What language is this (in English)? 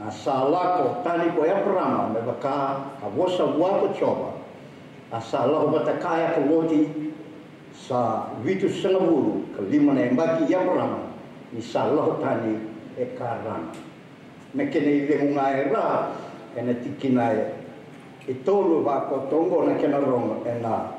Fijian